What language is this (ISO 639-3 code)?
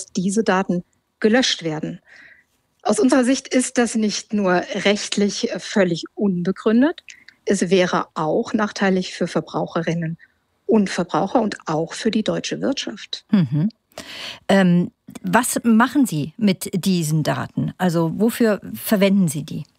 deu